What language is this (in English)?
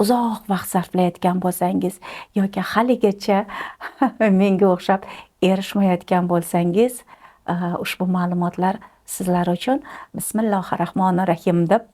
Uzbek